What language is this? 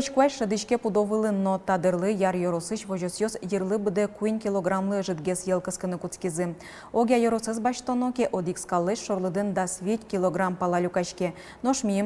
Udmurt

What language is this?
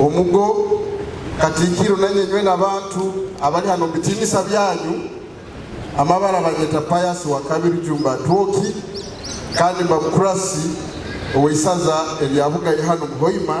Nyoro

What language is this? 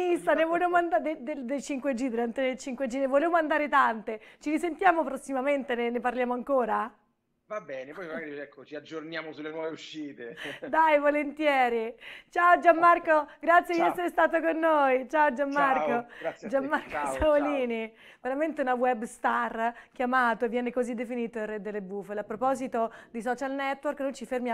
Italian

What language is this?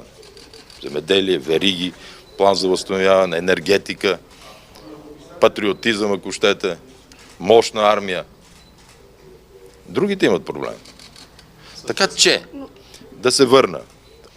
Bulgarian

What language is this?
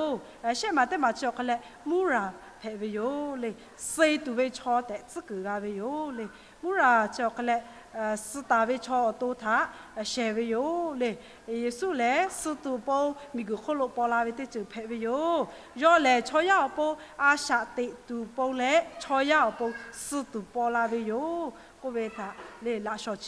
Lahu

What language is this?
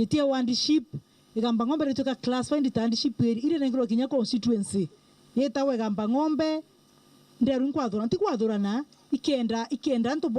Meru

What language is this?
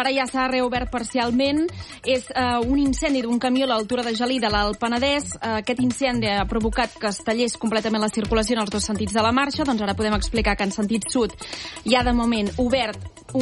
Catalan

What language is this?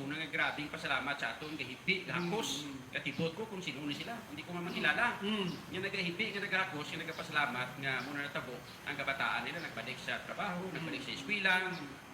Hiligaynon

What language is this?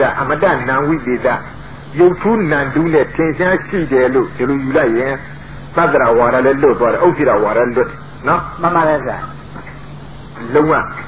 Burmese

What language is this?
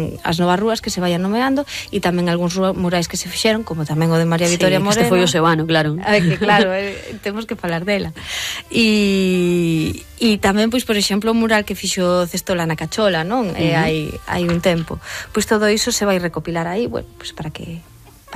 Galician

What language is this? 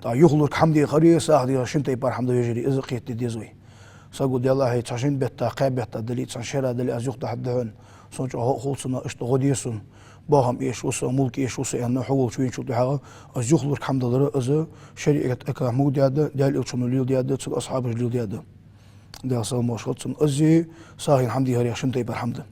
Ingush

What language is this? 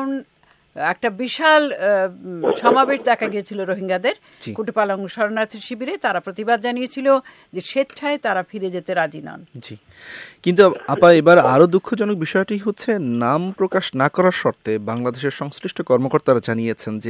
Bangla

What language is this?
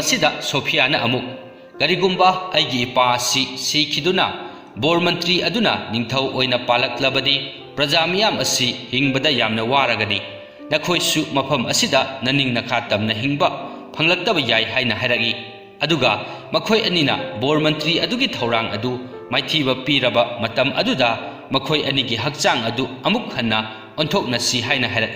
Manipuri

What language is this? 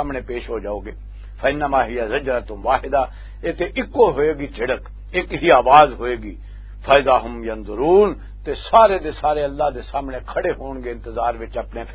Western Panjabi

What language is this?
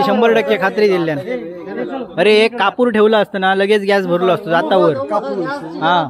Konkani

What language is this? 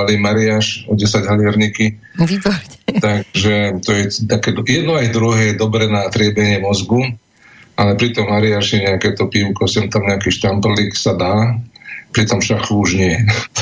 Slovak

